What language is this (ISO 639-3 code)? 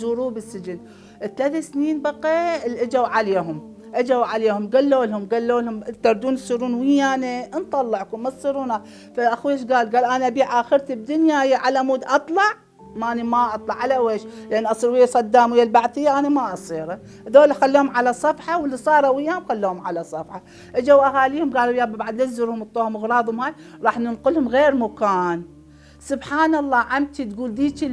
acm